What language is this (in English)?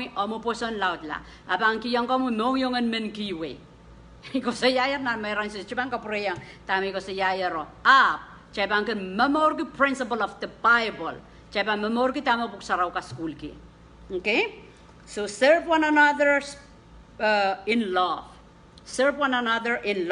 Pohnpeian